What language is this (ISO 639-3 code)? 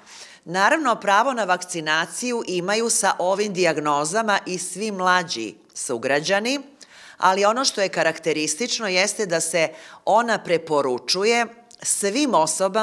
srp